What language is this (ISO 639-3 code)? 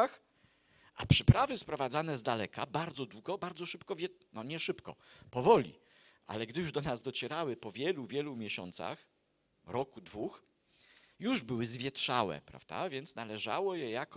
pol